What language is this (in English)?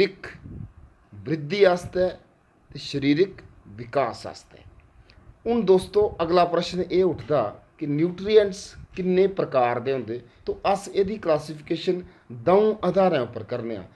Dogri